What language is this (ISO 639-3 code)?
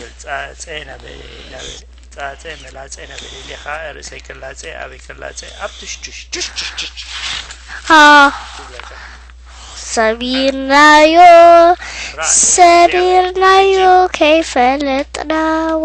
tir